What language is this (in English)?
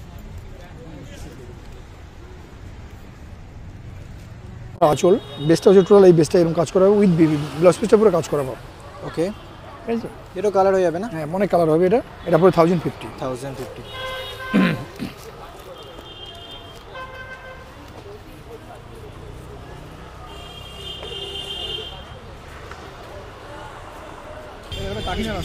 Bangla